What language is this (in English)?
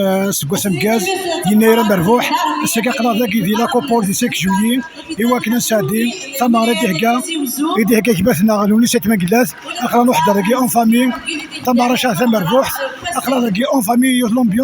Kabyle